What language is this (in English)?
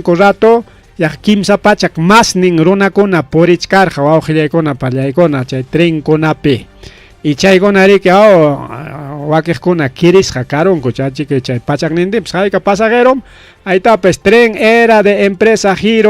Ayacucho Quechua